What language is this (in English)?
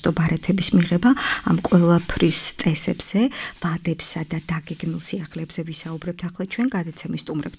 Georgian